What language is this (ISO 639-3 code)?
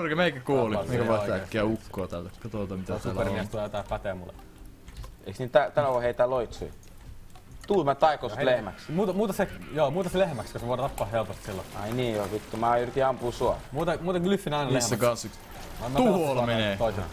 fin